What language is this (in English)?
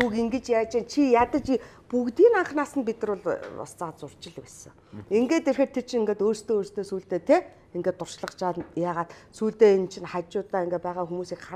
Mongolian